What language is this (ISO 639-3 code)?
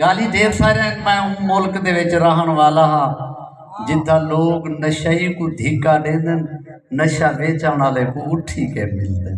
skr